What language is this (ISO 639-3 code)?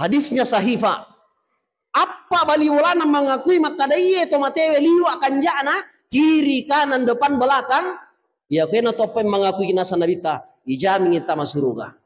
bug